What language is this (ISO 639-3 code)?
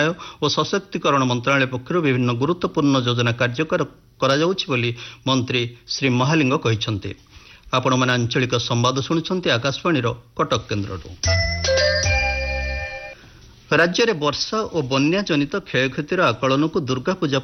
ori